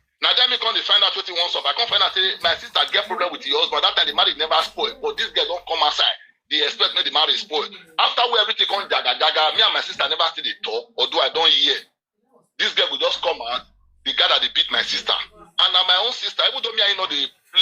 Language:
Nigerian Pidgin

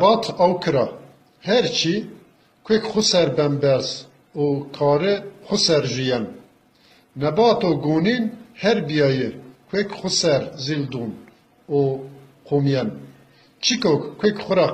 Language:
Zaza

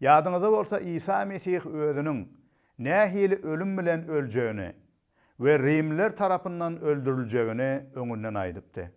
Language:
Turkmen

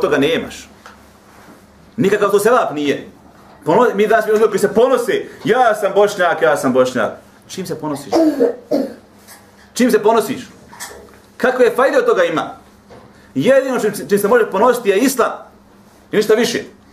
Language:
Bosnian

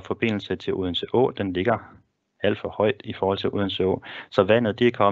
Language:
Danish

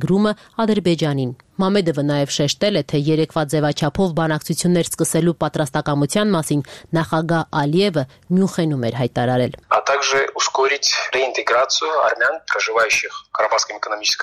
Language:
Armenian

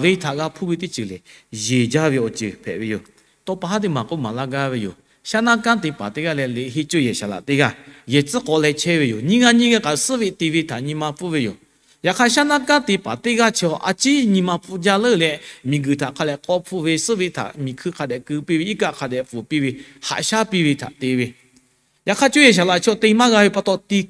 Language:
Lahu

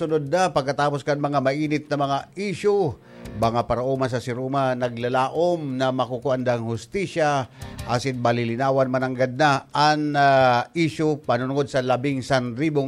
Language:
Bikol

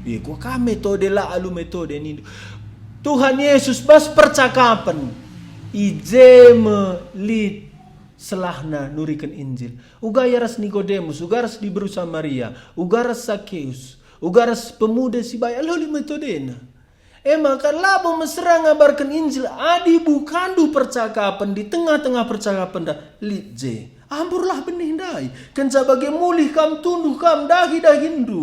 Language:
Batak Karo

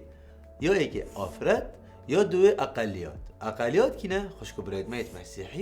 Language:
Kurdish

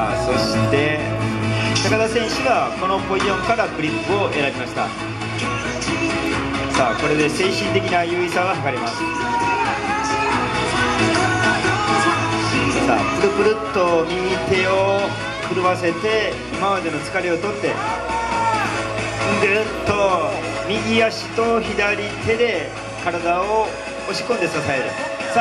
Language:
Japanese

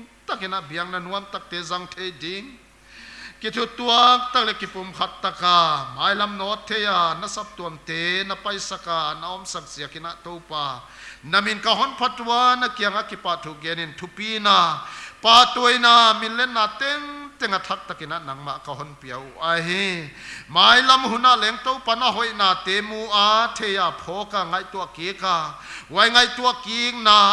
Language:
Paite Chin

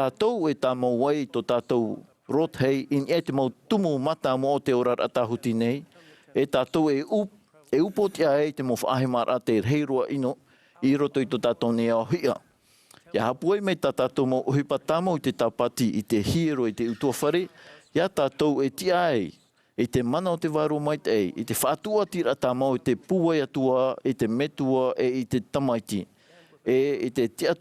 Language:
Tahitian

